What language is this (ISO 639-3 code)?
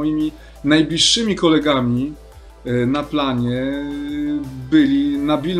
pol